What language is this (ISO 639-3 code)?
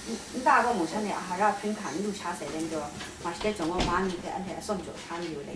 kac